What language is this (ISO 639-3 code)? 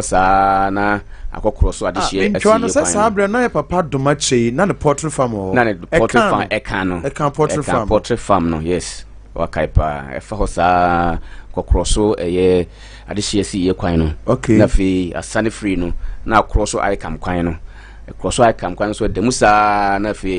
aka